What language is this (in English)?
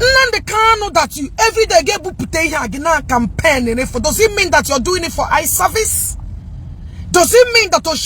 Igbo